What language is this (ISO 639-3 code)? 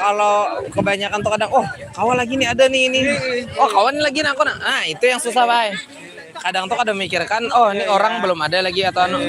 bjn